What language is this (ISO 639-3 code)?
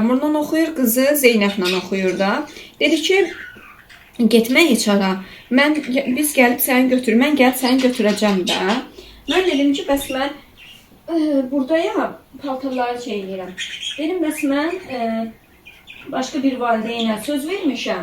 aze